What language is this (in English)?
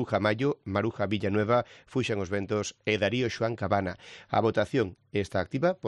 Galician